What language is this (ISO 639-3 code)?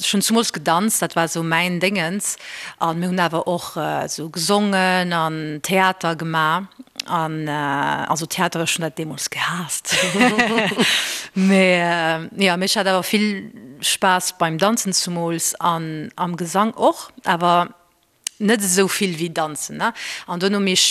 ltz